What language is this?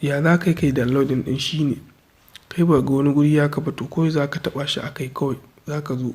Hausa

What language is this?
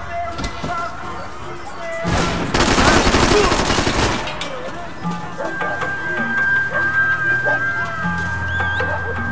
Portuguese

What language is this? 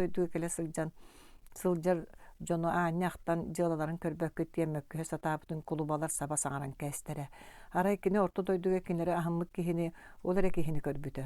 Yakut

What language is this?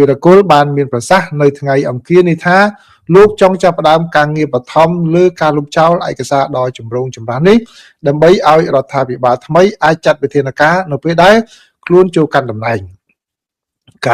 Khmer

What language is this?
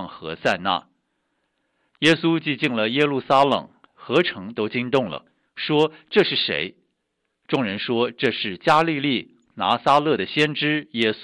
Chinese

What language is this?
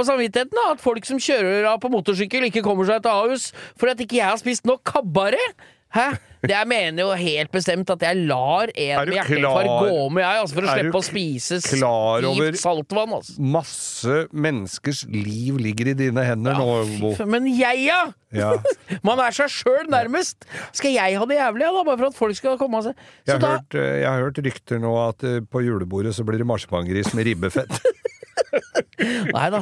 Norwegian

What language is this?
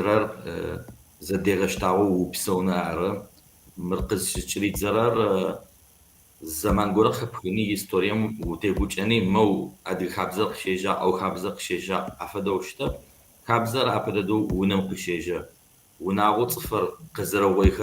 Kabardian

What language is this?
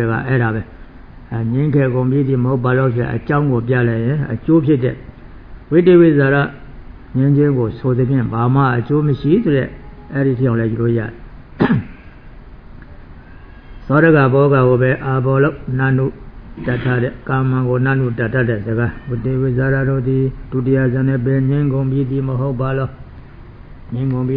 Burmese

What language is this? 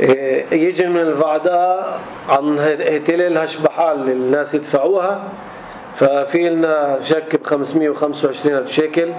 North Levantine Arabic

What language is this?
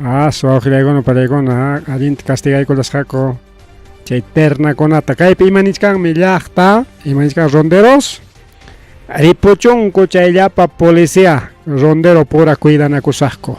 Ayacucho Quechua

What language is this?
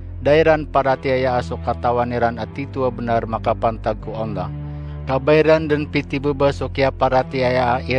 Maranao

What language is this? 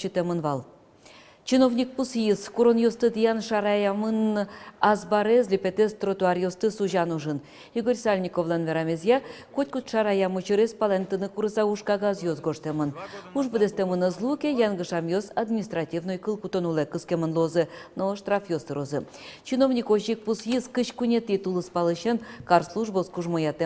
Udmurt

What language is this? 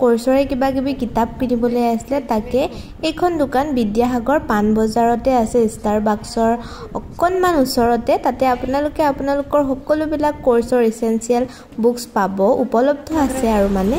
Assamese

